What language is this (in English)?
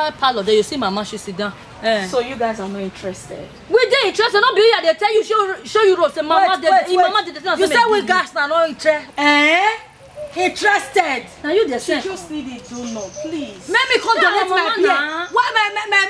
Nigerian Pidgin